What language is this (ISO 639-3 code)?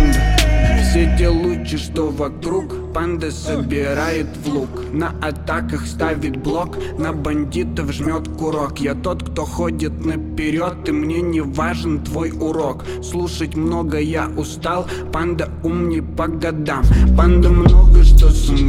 rus